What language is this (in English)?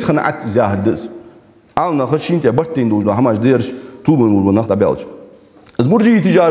Ingush